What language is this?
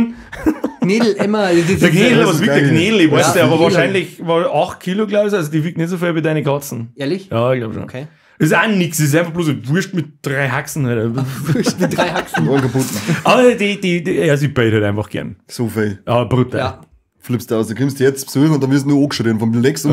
Bavarian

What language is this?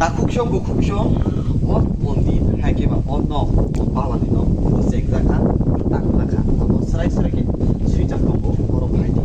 Kok Borok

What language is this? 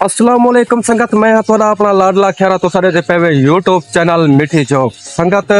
Saraiki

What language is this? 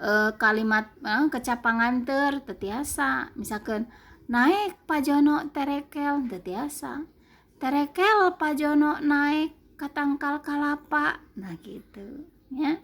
Sundanese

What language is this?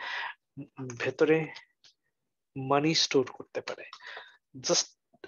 Bangla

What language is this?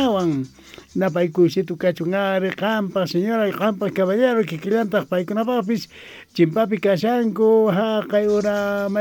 South Bolivian Quechua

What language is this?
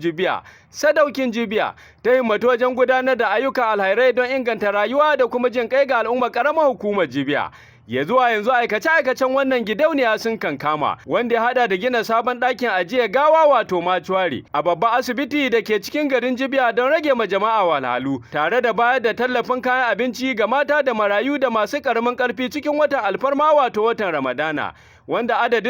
Hausa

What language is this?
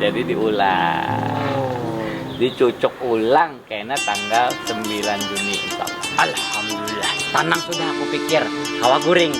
Banjar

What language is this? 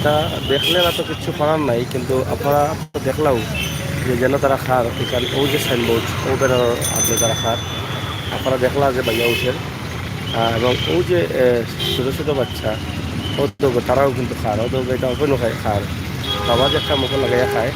Sylheti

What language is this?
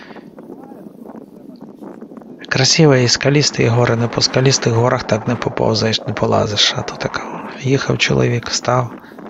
Ukrainian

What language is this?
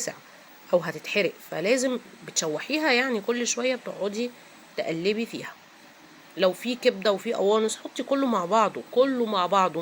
Egyptian Arabic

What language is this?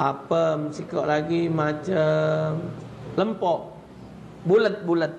Musi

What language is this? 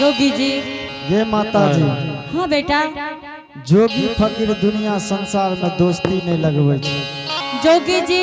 Angika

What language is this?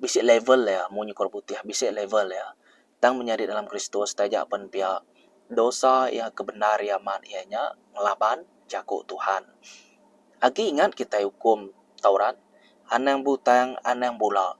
Iban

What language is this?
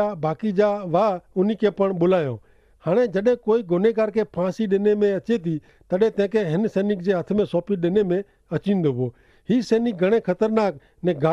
Kachhi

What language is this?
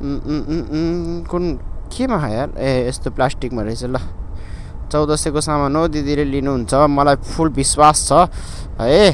Nepali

